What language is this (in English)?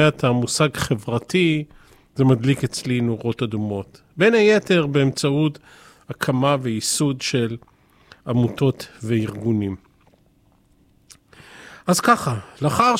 Hebrew